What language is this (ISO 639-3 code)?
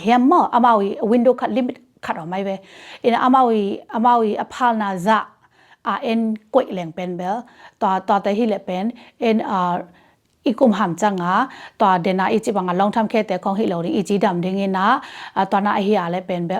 ctd